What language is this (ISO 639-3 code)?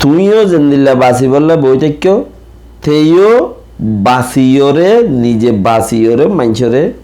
rhg